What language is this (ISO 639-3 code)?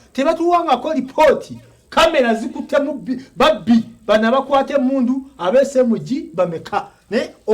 lug